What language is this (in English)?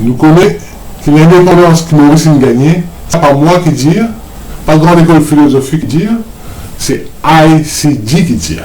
Morisyen